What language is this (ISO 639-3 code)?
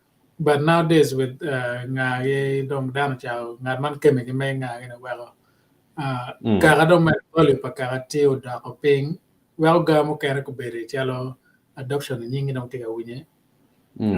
ach